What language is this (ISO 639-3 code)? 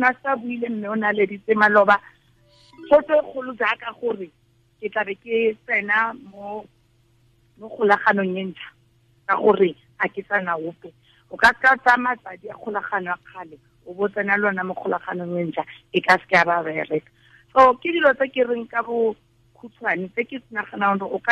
tsn